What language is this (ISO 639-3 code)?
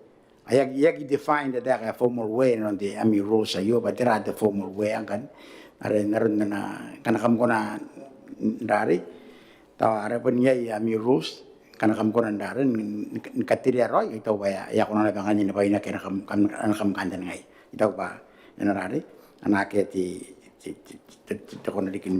gil